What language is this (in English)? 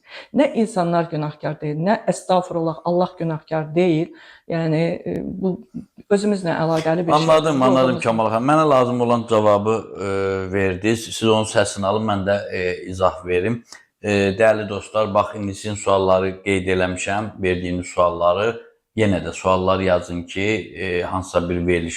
Azerbaijani